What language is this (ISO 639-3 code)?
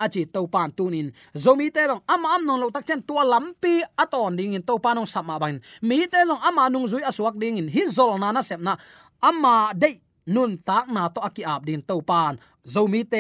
ctd